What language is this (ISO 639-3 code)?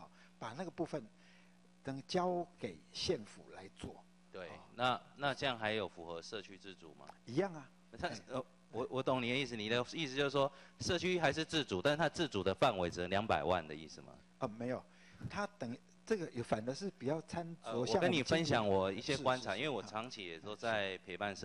zho